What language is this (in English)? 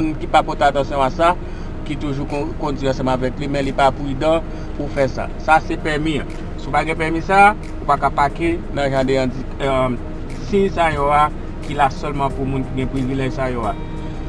Haitian Creole